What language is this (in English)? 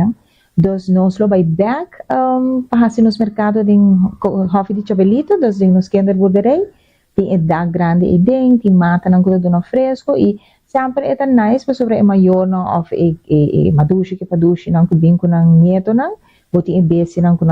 Papiamento